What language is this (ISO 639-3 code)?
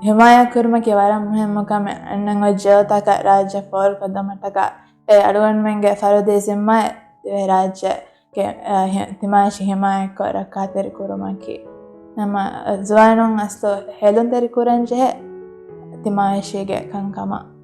div